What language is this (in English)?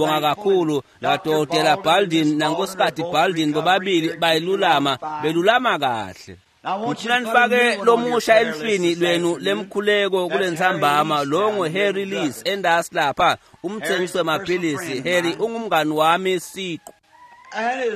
Swati